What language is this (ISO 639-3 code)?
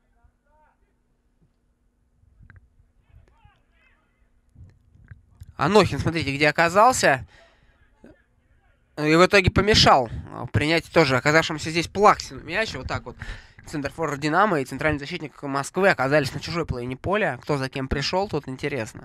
rus